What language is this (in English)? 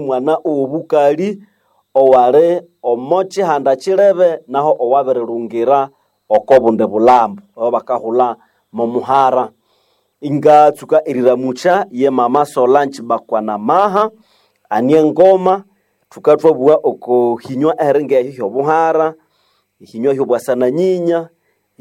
Nande